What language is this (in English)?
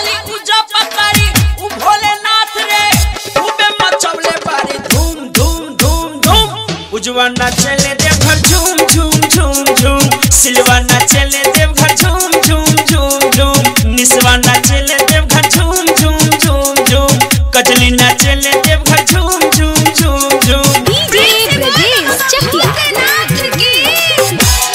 Bhojpuri